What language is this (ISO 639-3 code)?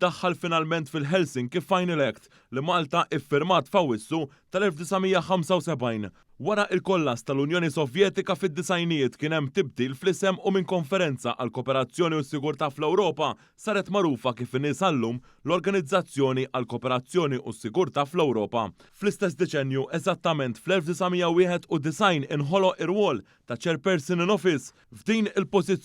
mlt